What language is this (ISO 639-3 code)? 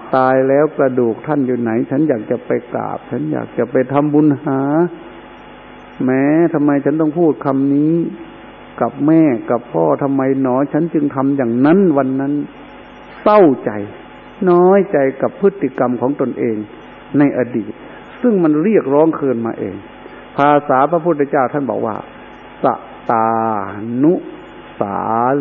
tha